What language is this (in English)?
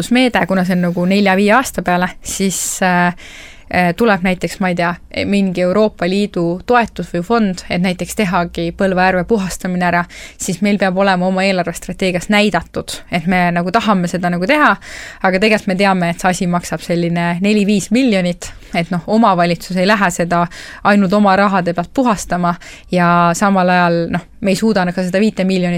Estonian